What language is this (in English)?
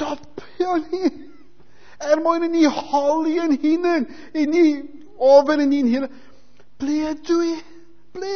Welsh